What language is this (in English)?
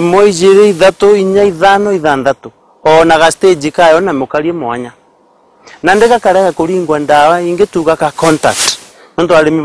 Meru